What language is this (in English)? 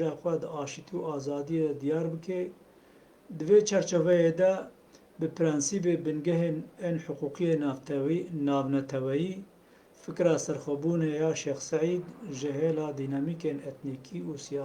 Kurdish